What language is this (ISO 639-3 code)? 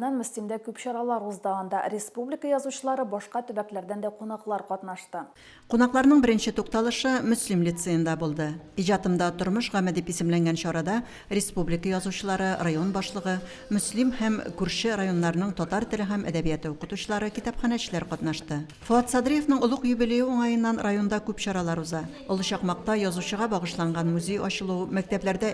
tat